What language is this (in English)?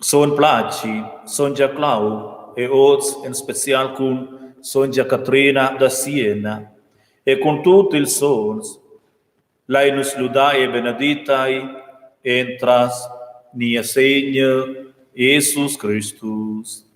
Romansh